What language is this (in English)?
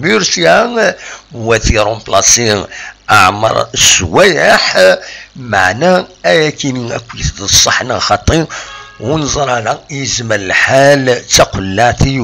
Kabyle